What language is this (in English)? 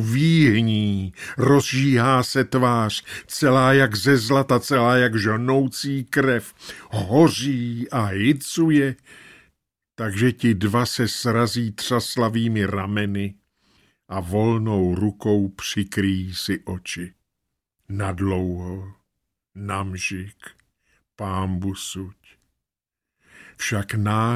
Czech